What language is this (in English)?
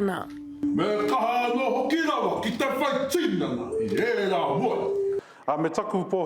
Māori